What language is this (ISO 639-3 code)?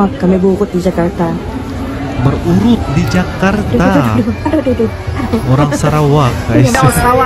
msa